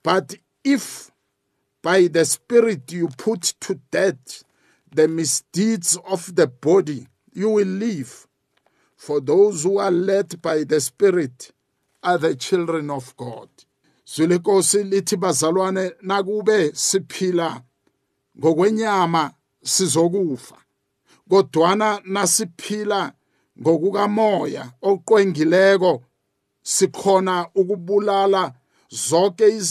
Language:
South Ndebele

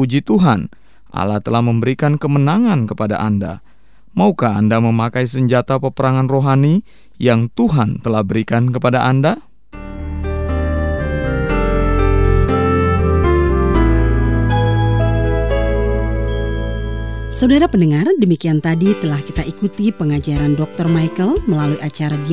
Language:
Indonesian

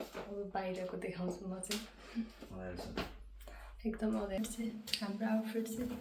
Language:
Nepali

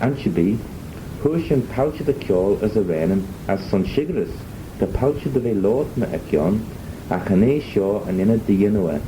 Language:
Manx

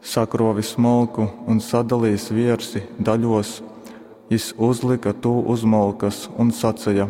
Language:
Latgalian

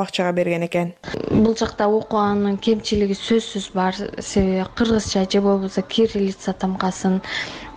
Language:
Kyrgyz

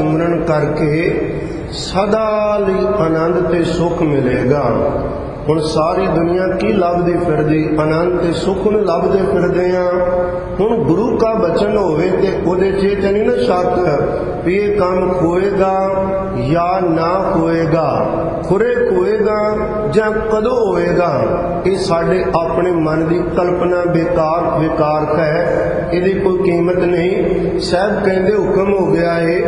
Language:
Punjabi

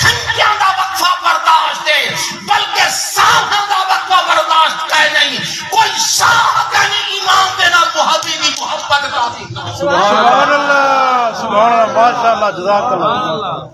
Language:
Saraiki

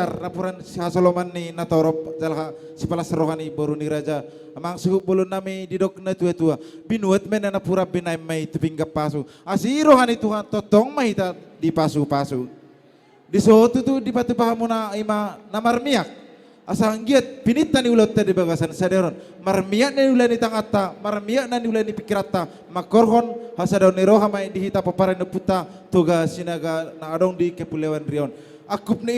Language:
Batak Toba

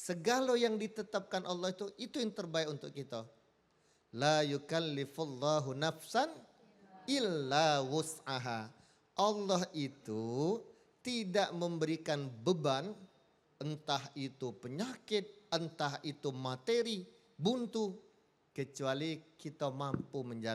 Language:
Musi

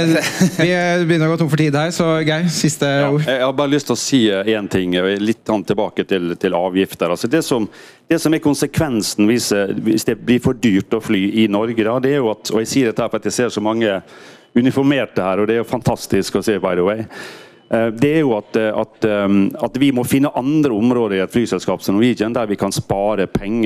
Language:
Norwegian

